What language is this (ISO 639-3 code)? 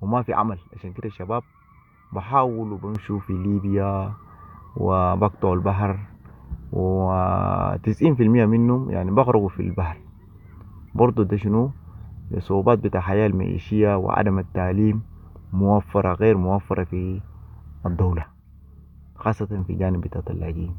apd